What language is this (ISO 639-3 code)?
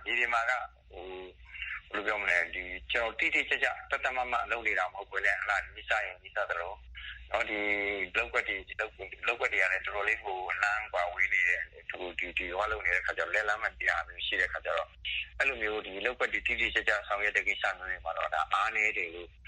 mya